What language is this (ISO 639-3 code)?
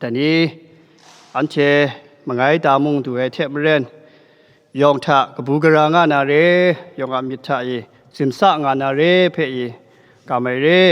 kac